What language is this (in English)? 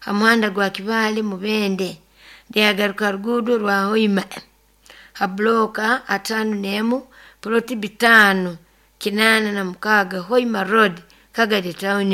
Nyoro